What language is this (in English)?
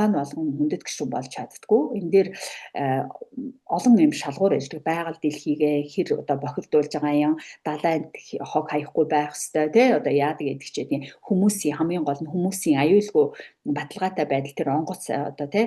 Mongolian